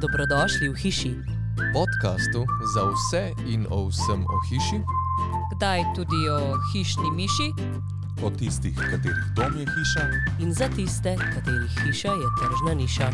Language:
Slovenian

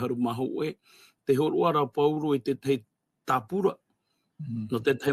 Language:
Tahitian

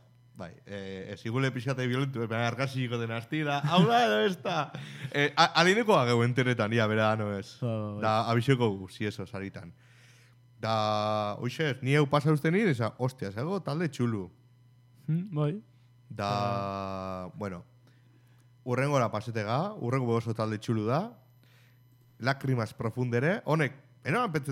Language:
Basque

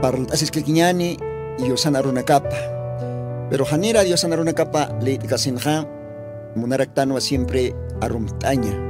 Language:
Aymara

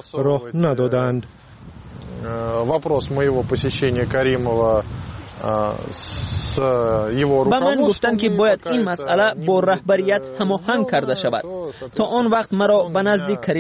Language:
Persian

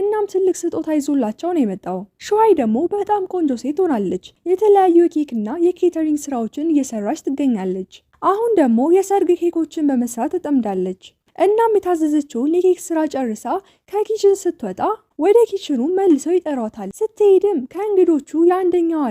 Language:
Amharic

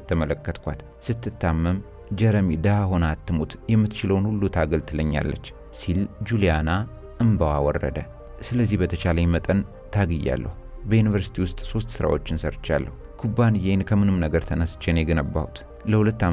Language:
Amharic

